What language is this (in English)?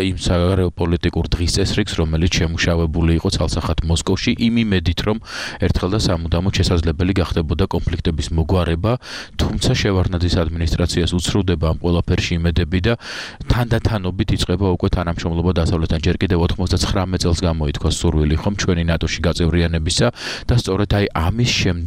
Georgian